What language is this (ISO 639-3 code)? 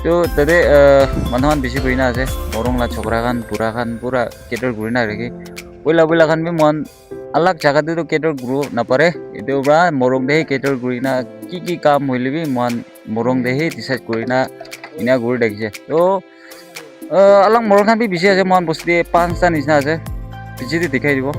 nag